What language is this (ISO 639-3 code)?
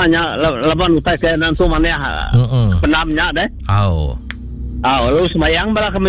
iba